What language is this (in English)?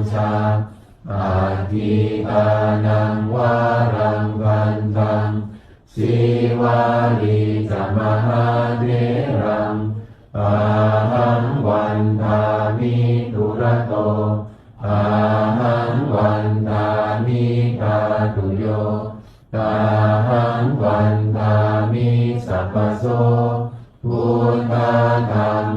Pali